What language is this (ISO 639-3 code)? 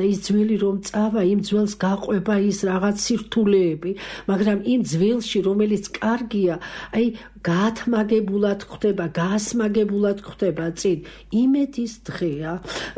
kat